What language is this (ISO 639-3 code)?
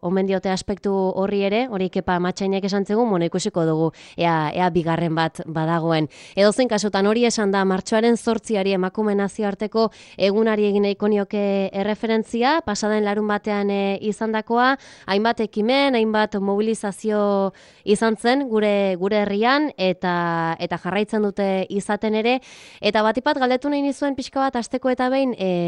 eus